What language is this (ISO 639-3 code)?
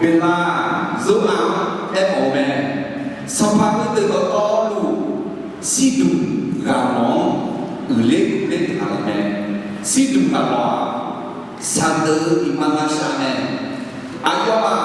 ahk